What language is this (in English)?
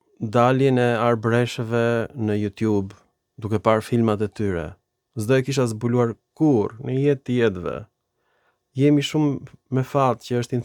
Albanian